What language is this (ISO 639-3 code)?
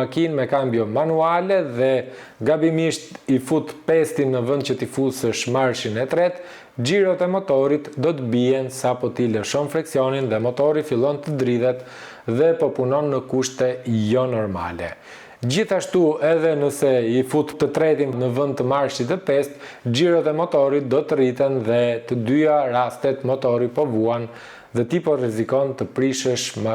sqi